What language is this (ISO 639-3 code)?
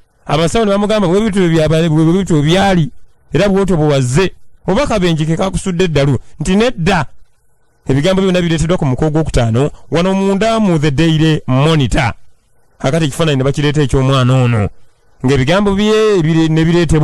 lug